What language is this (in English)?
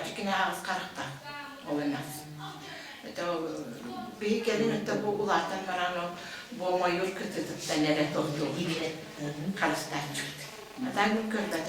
Yakut